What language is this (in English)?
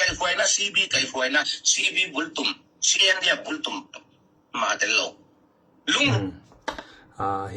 Falam Chin